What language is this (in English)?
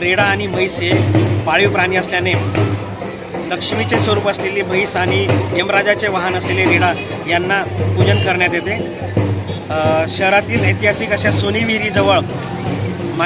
Marathi